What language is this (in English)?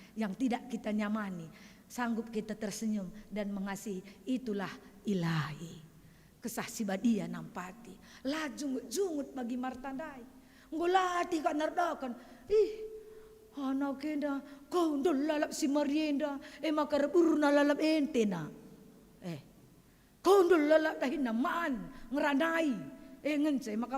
Batak Karo